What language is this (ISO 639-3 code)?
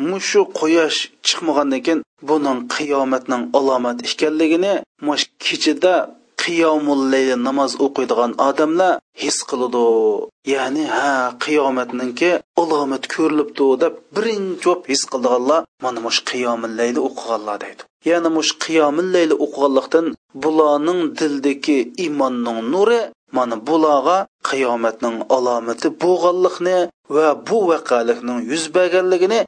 uig